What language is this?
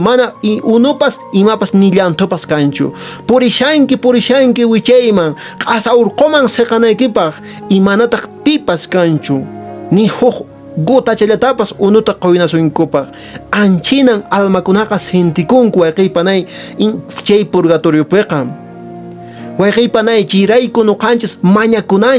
Quechua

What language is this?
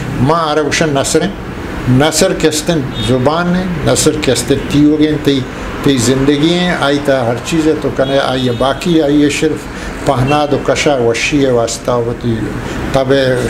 Eastern Balochi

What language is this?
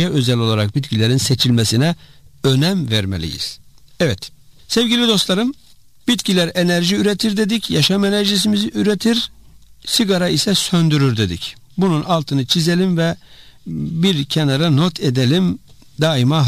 Turkish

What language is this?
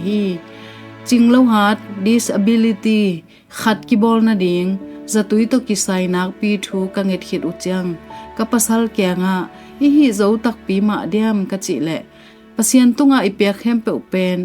Tedim Chin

